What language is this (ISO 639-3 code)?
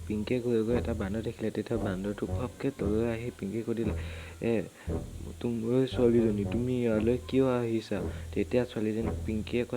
asm